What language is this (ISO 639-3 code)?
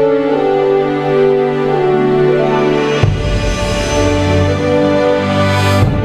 pam